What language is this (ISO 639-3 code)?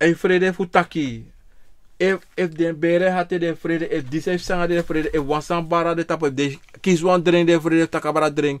srn